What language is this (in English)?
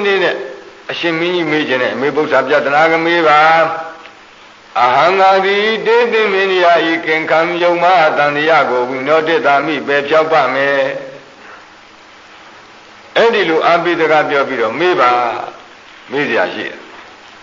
Burmese